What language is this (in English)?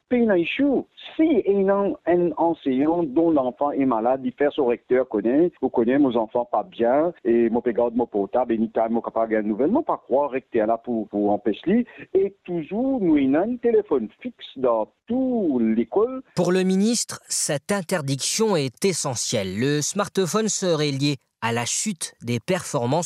Morisyen